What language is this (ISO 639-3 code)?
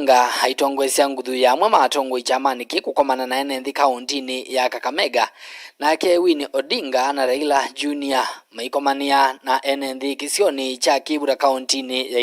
kam